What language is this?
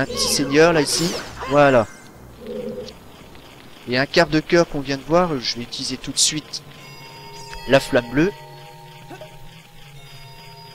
French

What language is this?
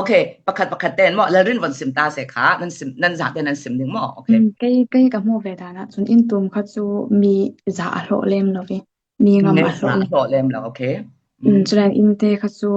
Falam Chin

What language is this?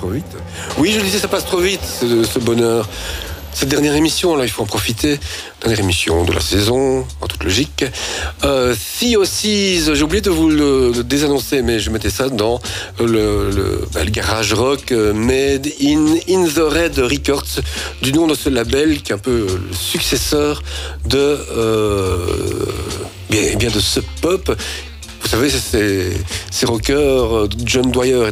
French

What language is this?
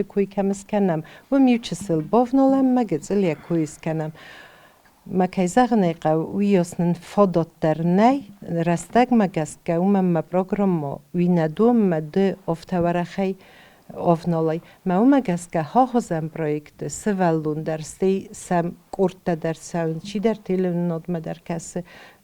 Ossetic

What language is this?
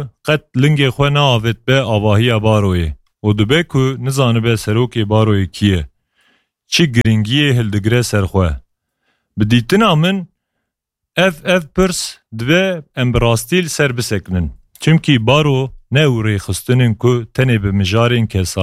Kurdish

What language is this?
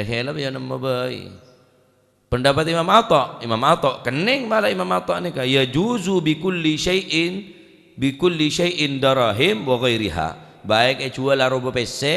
Madurese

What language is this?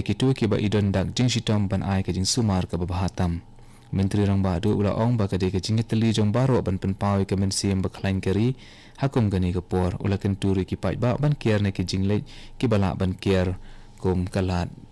Khasi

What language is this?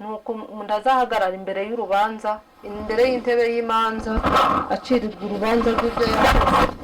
Kinyarwanda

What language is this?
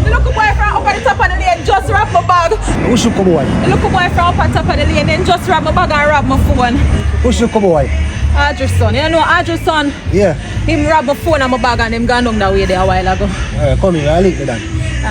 Jamaican Creole English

